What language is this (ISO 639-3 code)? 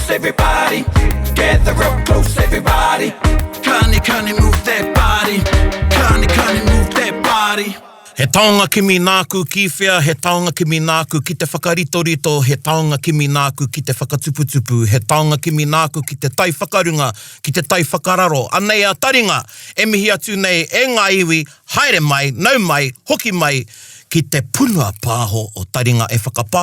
mri